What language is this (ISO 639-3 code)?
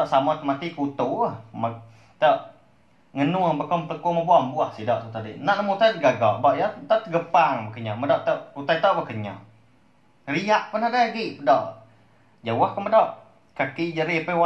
iba